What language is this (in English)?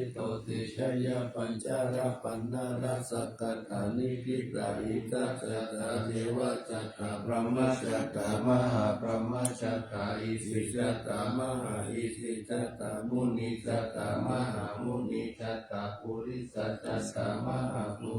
Pali